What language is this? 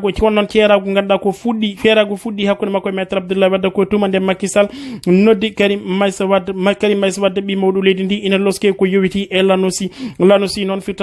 Fula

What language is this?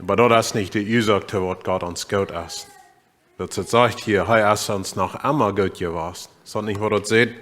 Plautdietsch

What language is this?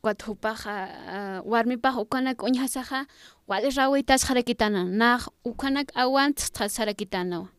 Aymara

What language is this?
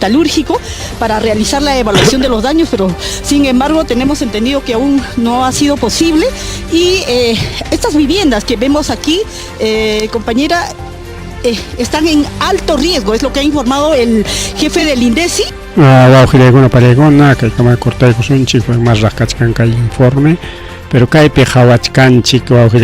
Ayacucho Quechua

